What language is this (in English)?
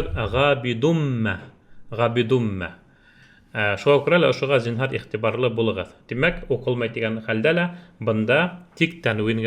Bashkir